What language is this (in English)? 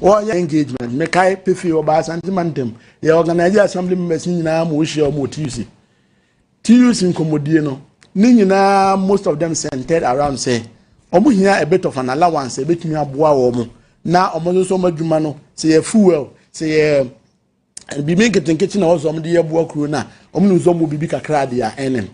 Akan